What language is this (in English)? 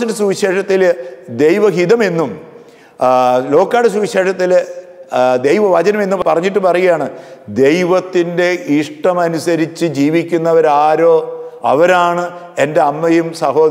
Malayalam